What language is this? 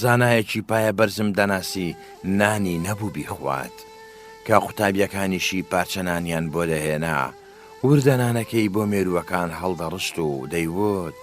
Central Kurdish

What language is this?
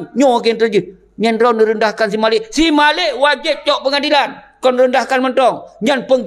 Achinese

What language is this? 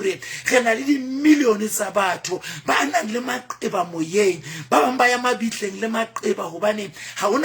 Southern Sotho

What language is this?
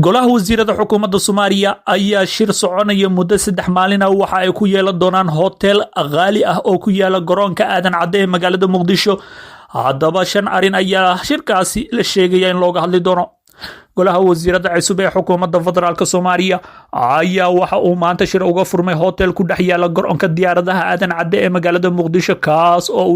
Somali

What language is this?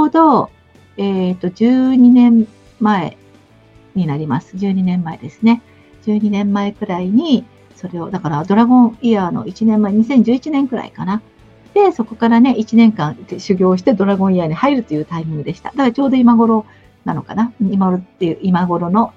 Japanese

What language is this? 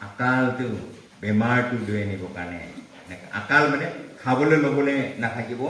Naga Pidgin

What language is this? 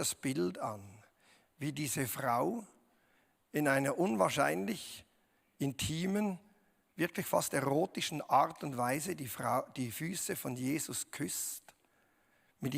Swiss German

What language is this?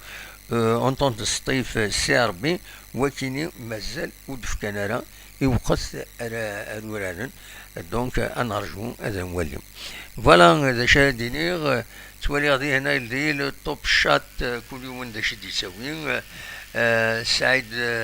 Kabyle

